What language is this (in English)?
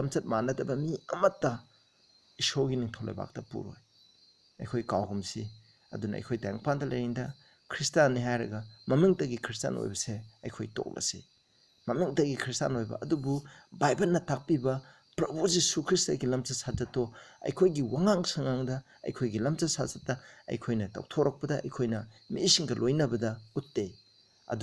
Manipuri